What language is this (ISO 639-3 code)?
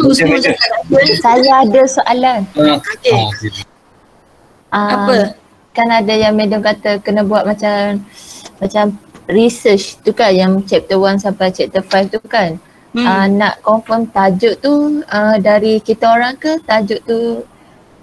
msa